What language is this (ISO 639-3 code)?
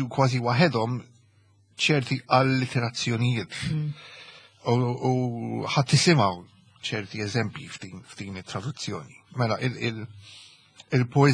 mlt